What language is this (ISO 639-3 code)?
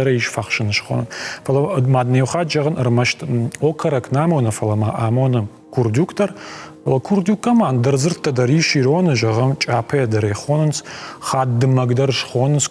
oss